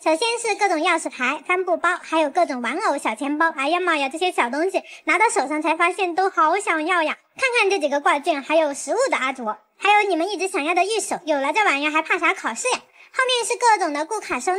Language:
Chinese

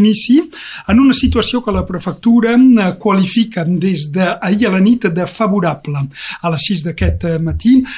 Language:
Catalan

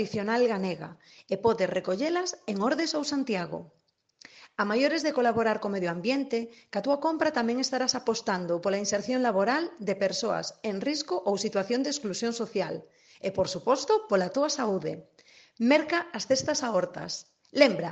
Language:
Galician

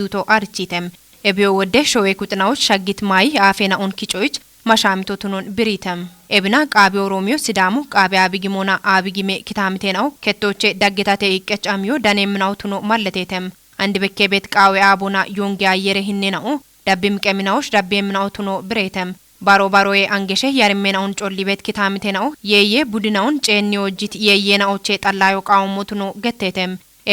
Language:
Kafa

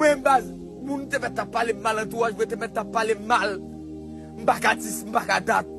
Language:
Haitian Creole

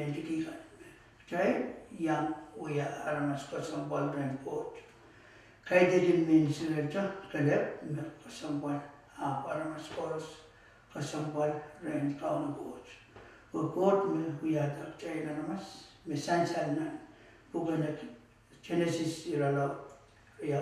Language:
Pohnpeian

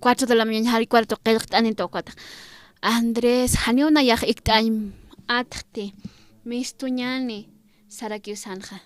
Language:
Aymara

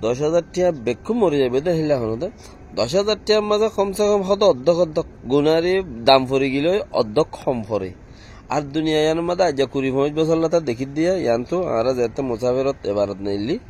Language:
Rohingya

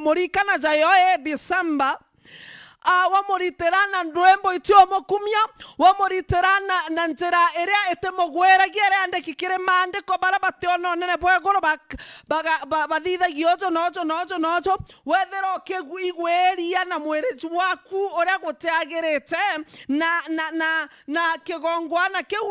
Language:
Meru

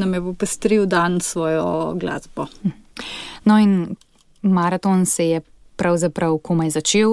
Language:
Slovenian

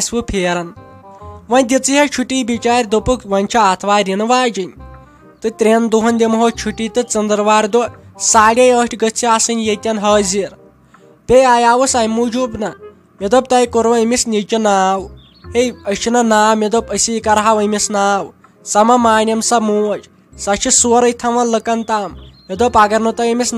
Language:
Kashmiri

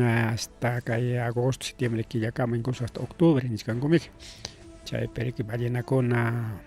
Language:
Ayacucho Quechua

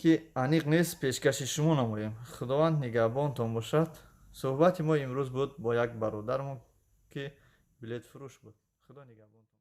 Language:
Tajik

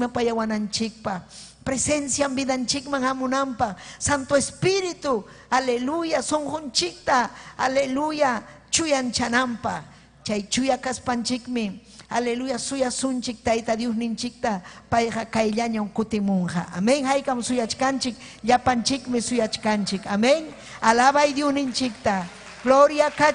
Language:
Ayacucho Quechua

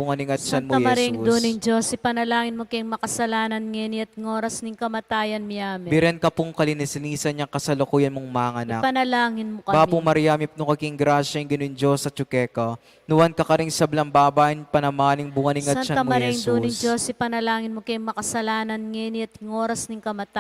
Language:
Pampanga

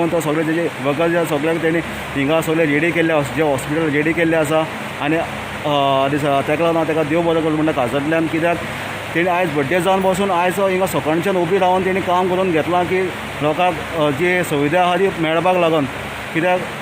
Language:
Konkani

